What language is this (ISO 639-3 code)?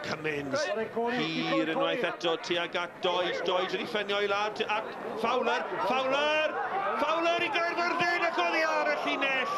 cym